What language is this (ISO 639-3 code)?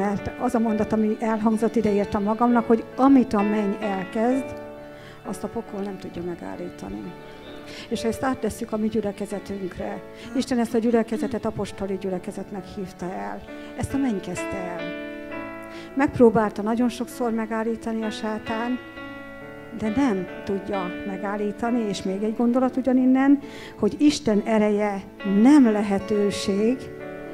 hun